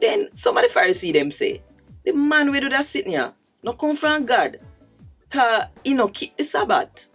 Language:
Jamaican Creole English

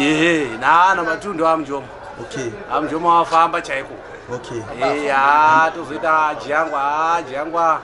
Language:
Shona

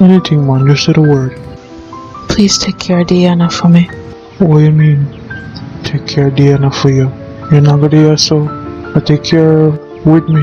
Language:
Jamaican Creole English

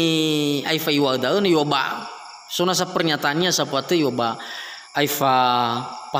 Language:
Nias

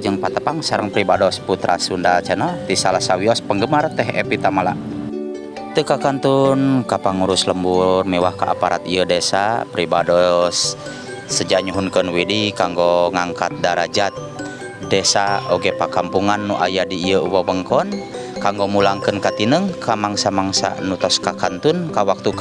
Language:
Sundanese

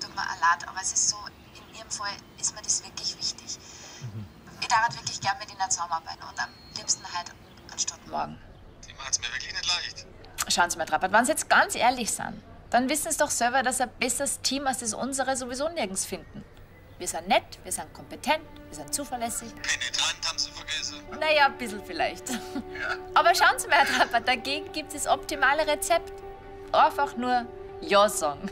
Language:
Bavarian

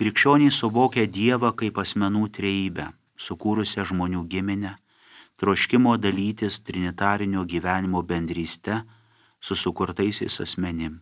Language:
Lithuanian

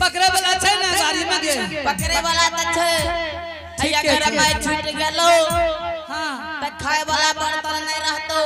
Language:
Angika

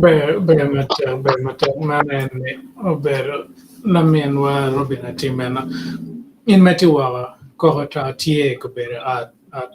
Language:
Acoli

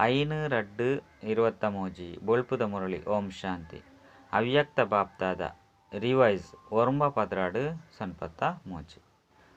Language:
Tulu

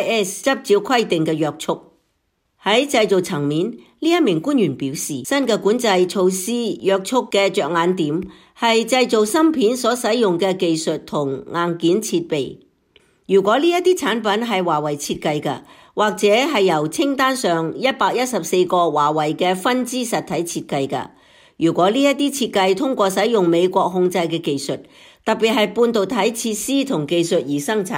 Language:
Cantonese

